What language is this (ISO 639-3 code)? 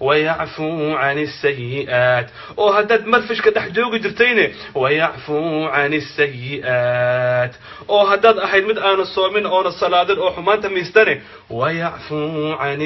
som